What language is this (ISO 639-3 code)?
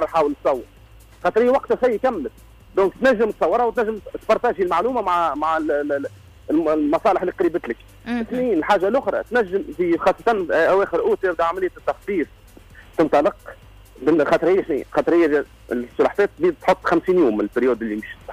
aeb